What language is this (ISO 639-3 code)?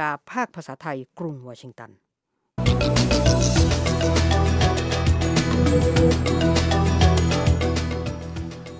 tha